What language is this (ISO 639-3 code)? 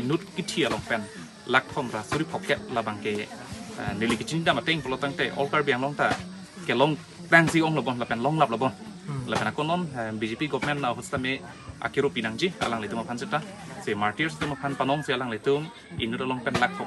mjw